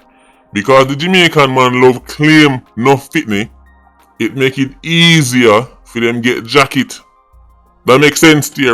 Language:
Jamaican Creole English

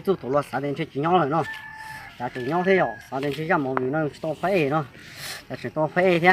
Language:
Hmong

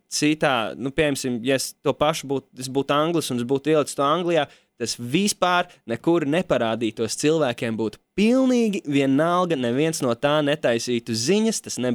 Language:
Latvian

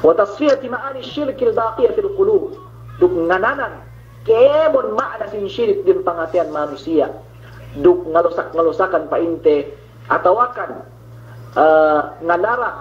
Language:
Yakan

